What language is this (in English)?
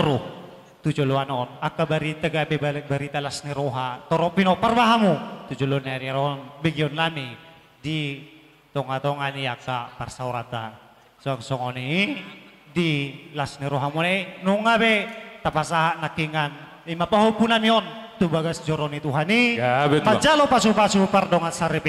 Batak Toba